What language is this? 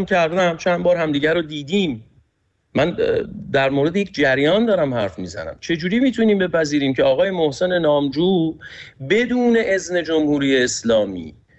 Persian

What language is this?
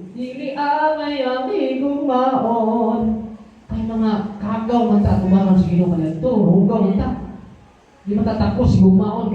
Cebuano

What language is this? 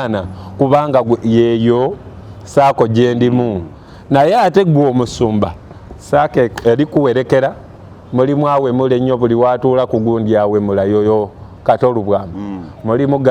Ganda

